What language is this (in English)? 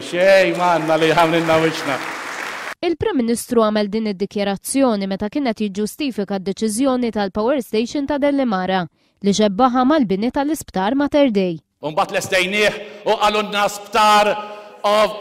Maltese